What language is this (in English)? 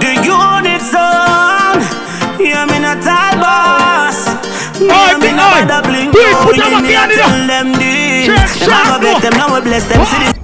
Jamaican Creole English